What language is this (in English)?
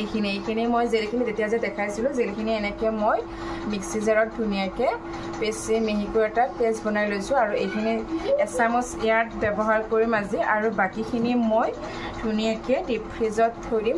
Assamese